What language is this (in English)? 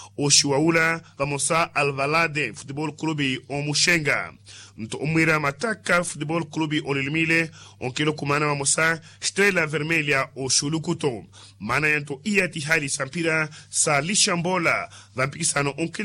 Makhuwa